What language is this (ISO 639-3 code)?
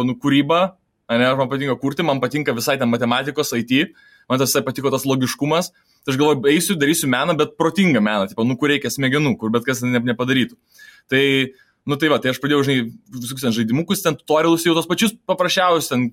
lit